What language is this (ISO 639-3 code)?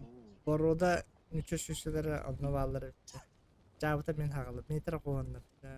sah